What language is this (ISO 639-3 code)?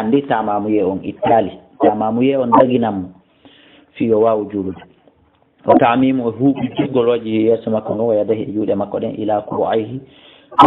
ful